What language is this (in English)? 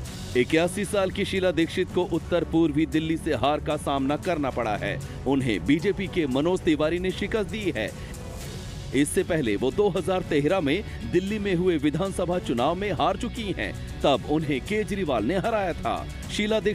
Hindi